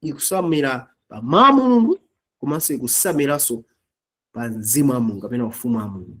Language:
Nyanja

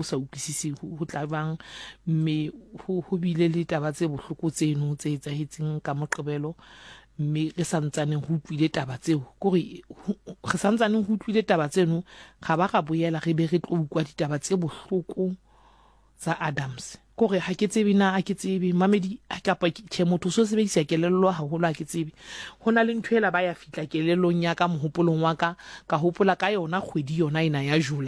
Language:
Southern Sotho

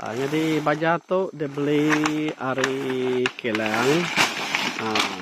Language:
Iban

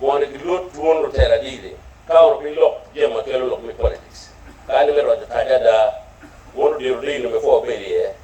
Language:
Acoli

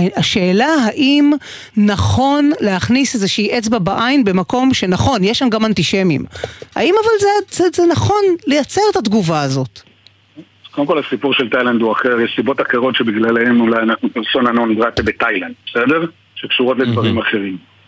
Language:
Hebrew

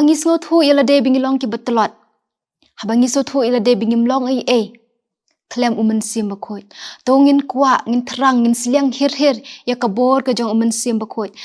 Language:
Khasi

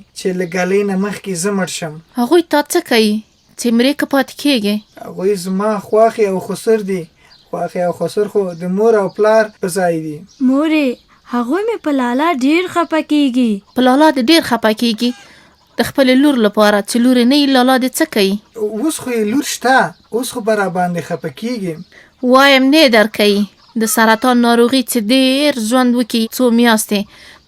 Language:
Pashto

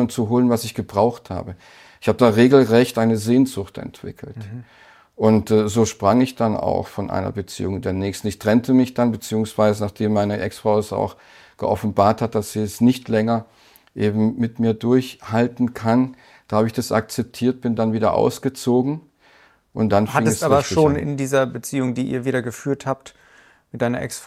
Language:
German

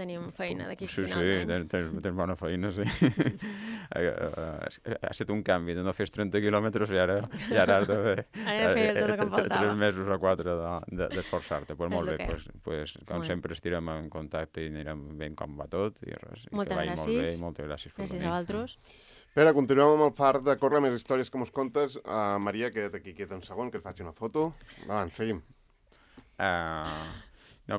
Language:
Catalan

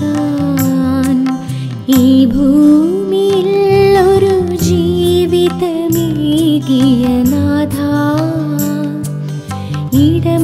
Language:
Malayalam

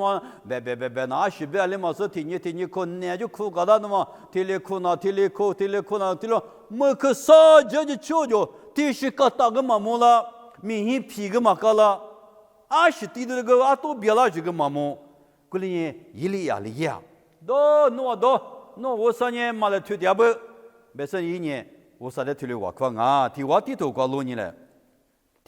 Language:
Lisu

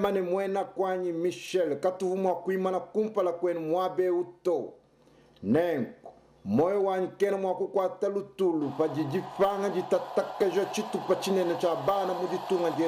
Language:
Luba-Lulua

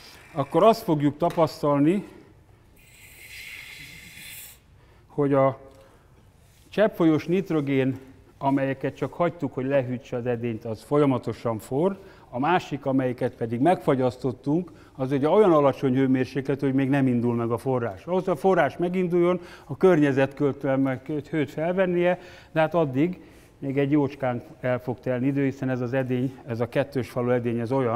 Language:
Hungarian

